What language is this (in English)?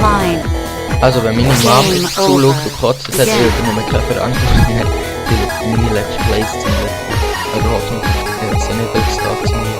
Swiss German